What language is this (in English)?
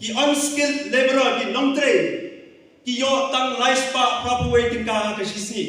Khasi